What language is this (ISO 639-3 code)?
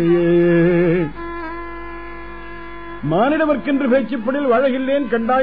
tam